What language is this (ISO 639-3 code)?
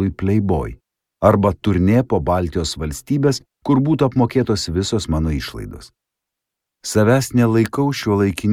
lit